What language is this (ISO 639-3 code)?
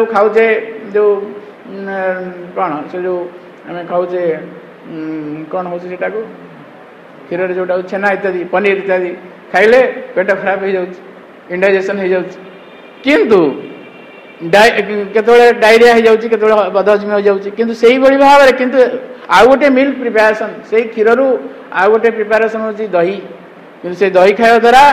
ori